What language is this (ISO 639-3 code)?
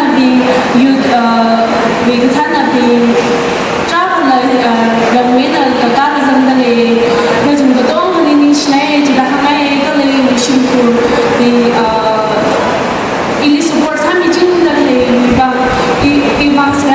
nmf